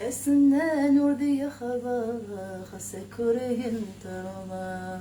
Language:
Kabyle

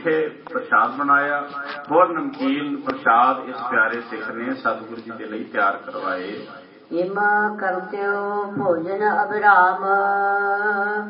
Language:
Punjabi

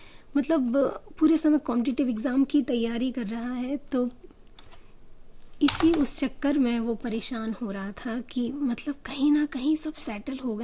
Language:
Hindi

